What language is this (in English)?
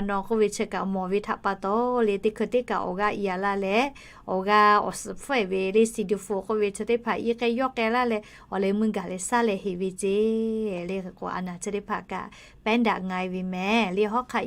Lahu